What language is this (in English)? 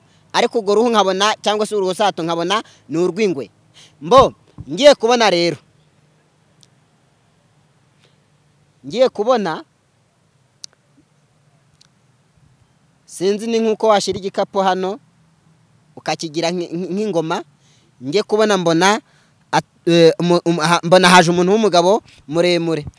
Kinyarwanda